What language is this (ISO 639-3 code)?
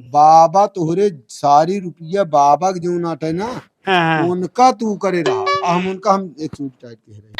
awa